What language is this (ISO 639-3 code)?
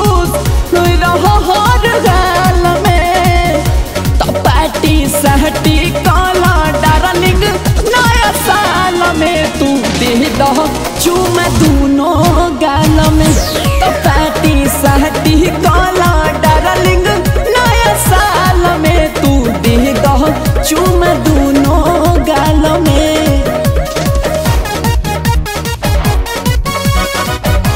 bho